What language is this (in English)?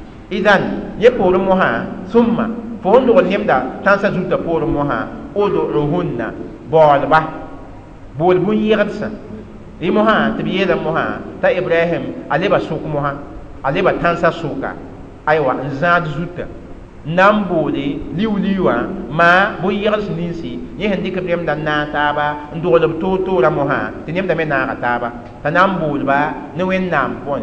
Mossi